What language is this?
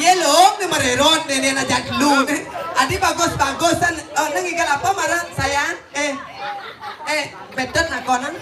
Balinese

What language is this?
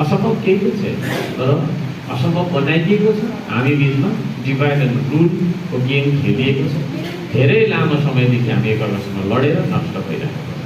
Nepali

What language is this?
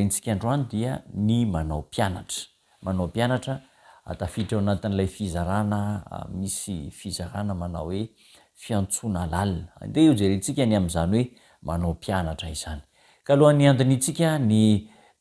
Malagasy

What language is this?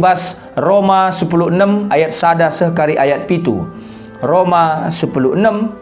Batak Karo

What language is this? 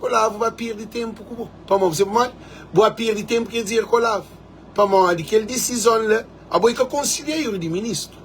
Kabuverdianu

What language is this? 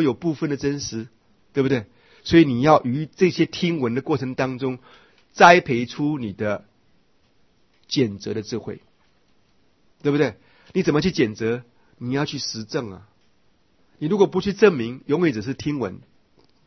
Chinese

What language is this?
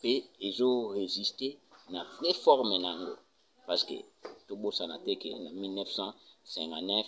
Lingala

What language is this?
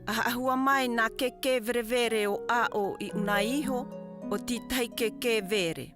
South Marquesan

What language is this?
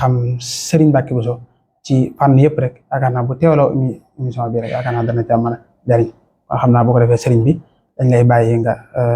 Wolof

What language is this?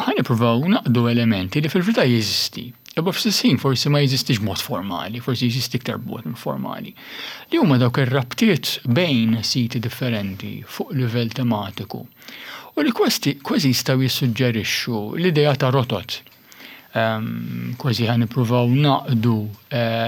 Maltese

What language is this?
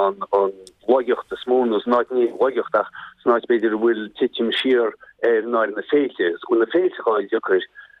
Irish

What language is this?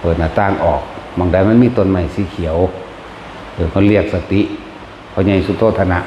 Northeastern Thai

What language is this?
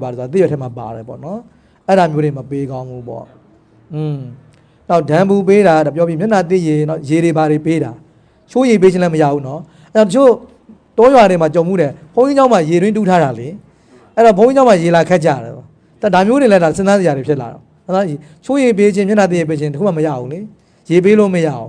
Burmese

